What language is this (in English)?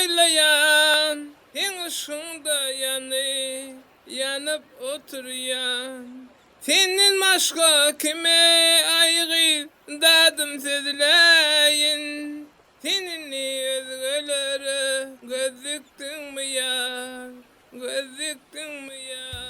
Turkmen